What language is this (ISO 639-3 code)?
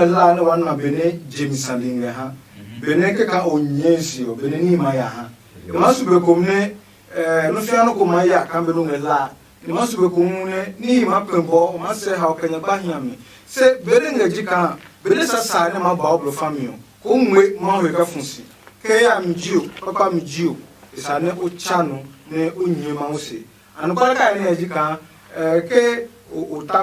ada